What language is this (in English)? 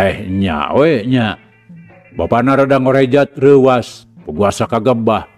Sundanese